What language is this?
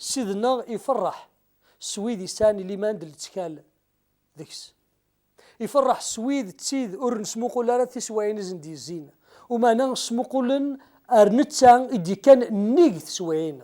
Kabyle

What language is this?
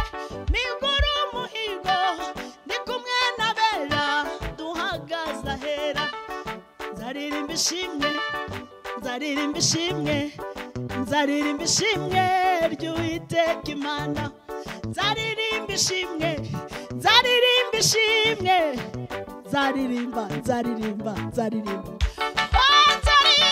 Kinyarwanda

